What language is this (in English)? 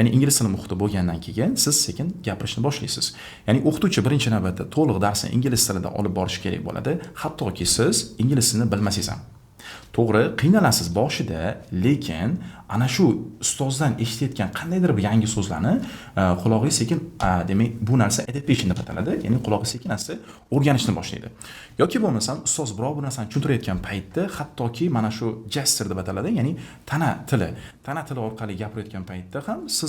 Uzbek